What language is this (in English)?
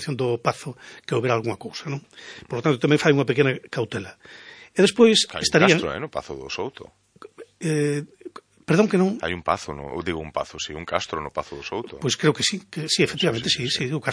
Galician